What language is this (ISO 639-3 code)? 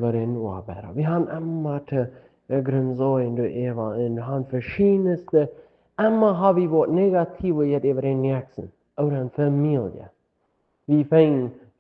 pdt